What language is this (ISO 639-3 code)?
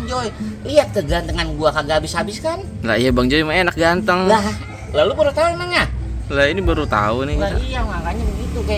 bew